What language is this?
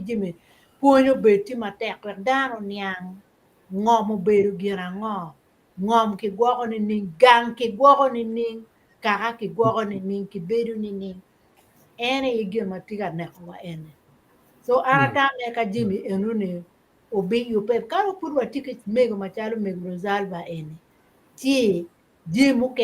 Acoli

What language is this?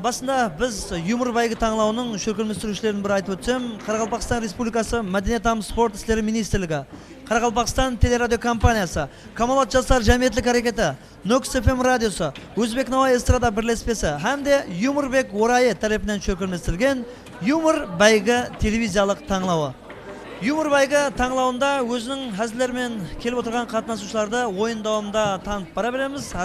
Kara-Kalpak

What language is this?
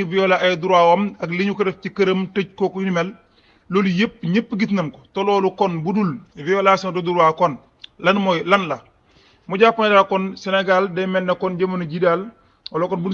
Wolof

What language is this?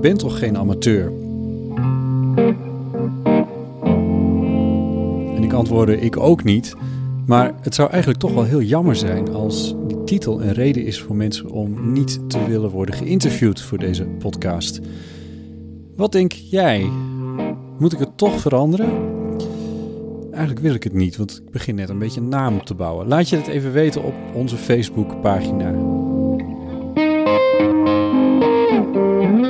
Dutch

